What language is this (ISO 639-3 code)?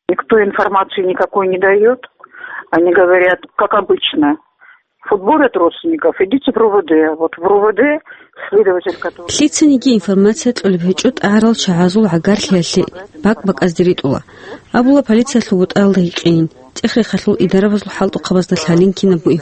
ava